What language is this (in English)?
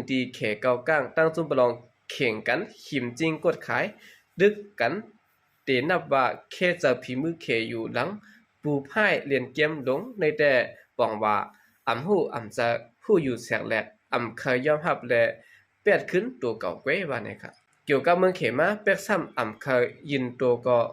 Shan